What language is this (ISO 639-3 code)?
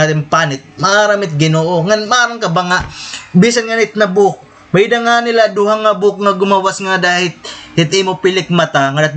war